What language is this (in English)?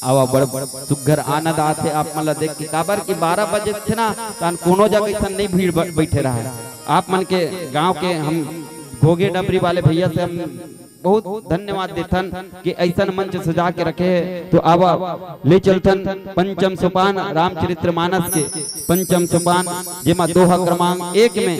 Chhattisgarhi